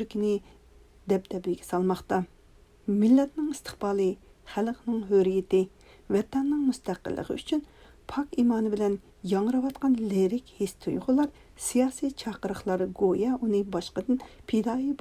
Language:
Uyghur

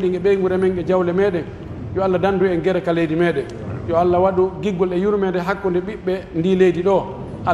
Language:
Pular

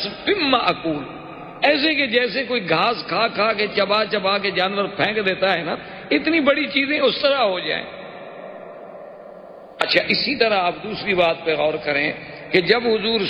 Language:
Urdu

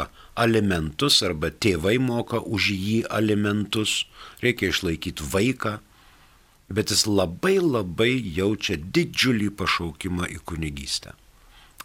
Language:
Lithuanian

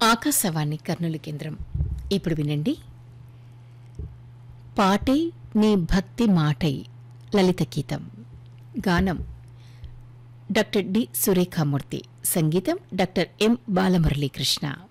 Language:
Telugu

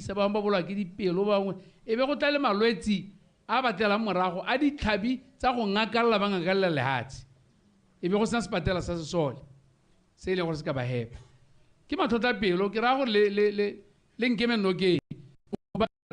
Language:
Tswana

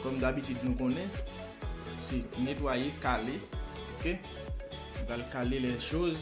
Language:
Haitian Creole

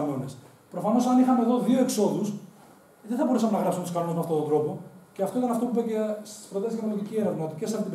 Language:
Greek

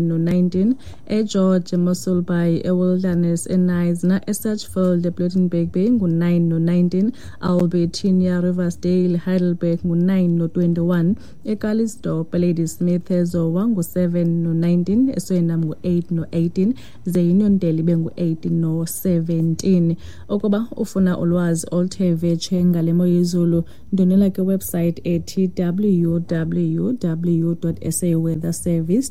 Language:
Xhosa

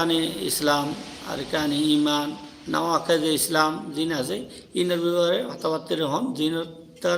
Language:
Rohingya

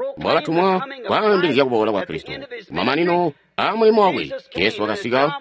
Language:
Tonga (Zambia)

